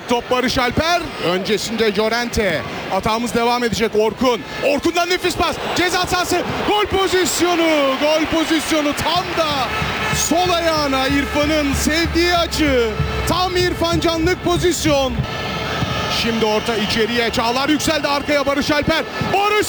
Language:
Turkish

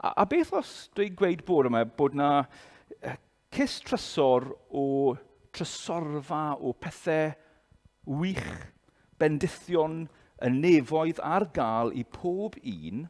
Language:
Welsh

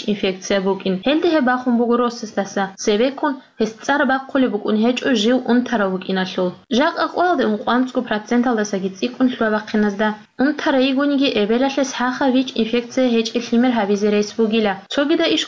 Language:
Avaric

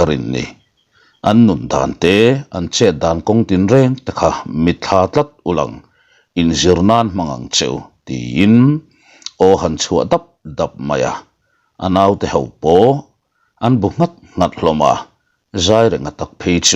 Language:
Mizo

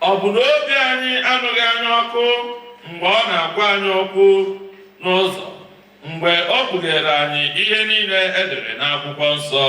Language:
Igbo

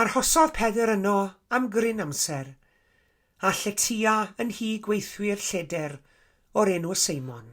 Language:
Welsh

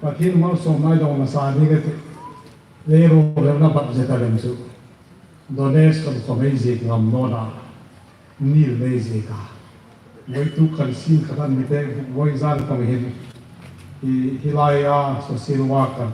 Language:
Hmar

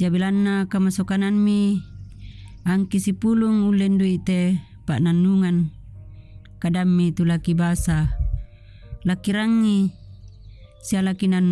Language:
Toraja-Sa'dan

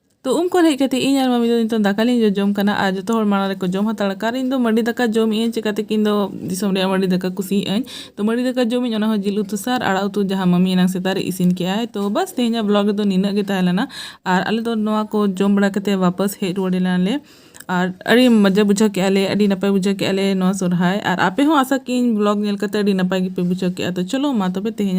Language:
Santali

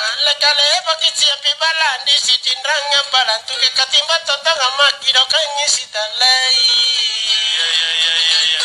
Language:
Makasar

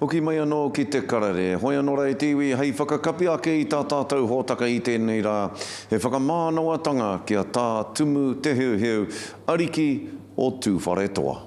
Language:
Māori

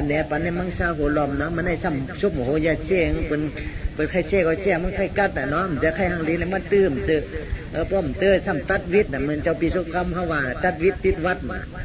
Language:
Shan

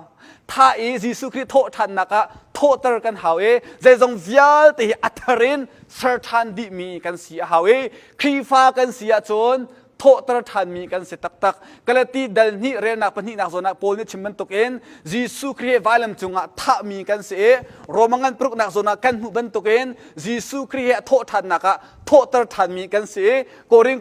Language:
Hakha Chin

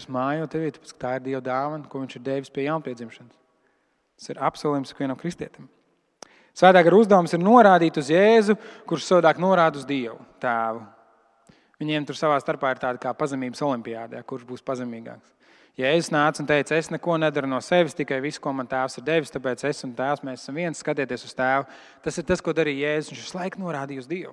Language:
Latvian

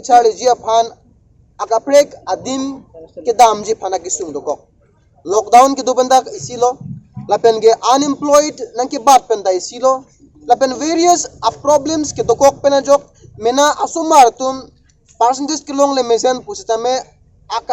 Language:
Karbi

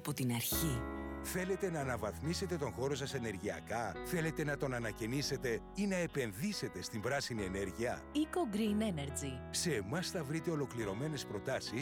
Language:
Greek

